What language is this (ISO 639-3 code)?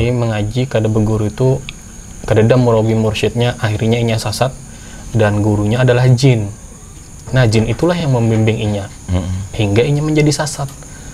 bjn